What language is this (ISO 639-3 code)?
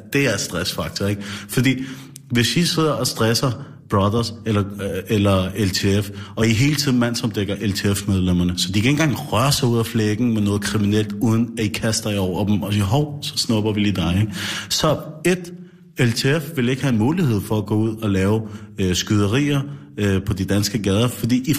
dan